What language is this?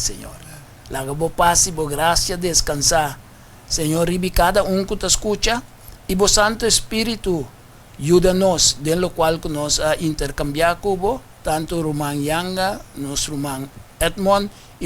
Papiamento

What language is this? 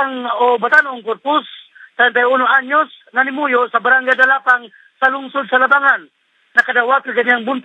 Cebuano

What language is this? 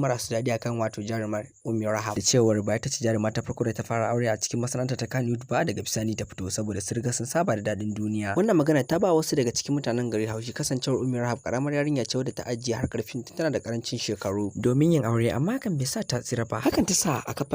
Hausa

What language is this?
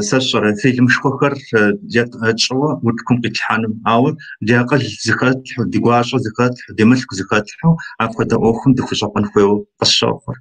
Kabardian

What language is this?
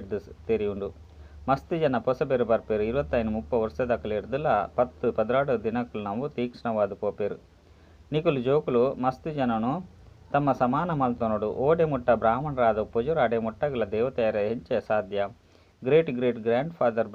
Tulu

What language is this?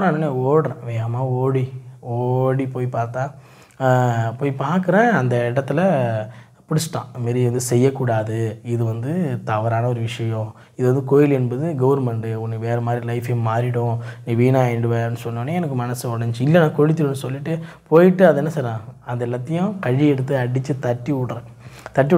Tamil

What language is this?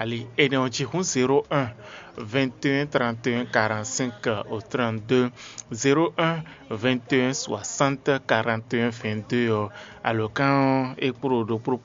Fon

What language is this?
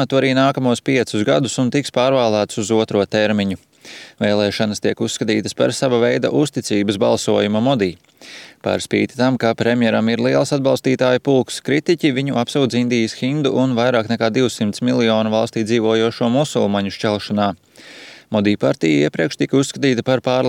Latvian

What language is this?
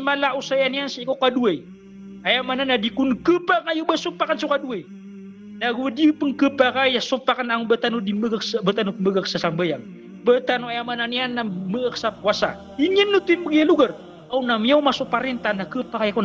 Maranao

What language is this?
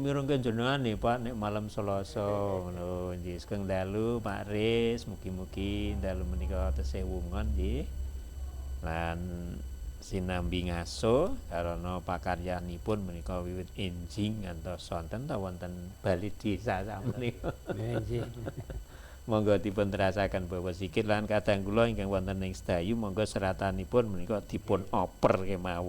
Javanese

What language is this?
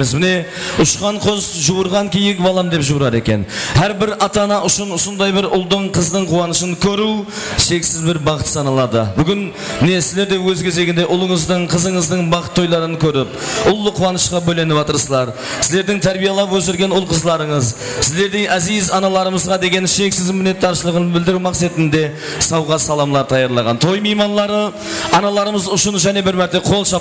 Kara-Kalpak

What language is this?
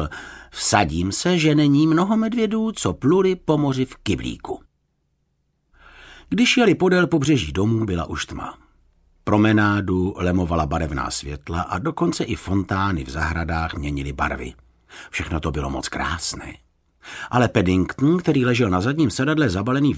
Czech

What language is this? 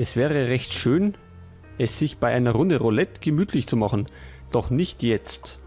Bavarian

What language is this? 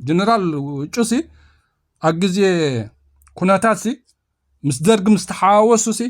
Tigrinya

